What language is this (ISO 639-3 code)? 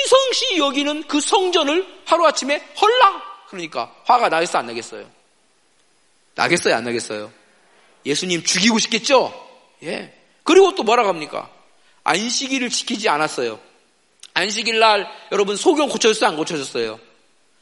kor